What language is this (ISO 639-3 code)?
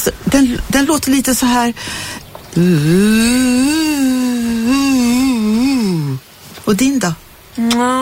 swe